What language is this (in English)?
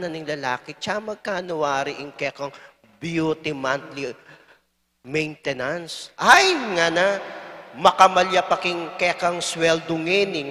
Pampanga